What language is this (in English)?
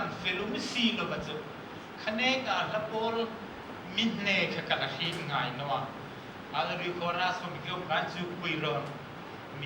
Hmar